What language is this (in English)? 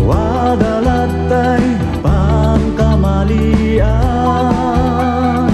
Iloko